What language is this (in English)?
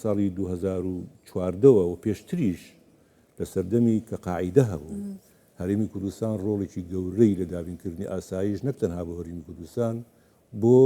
Central Kurdish